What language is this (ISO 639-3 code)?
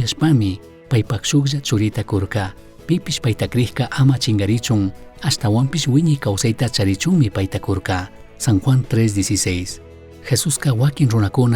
qug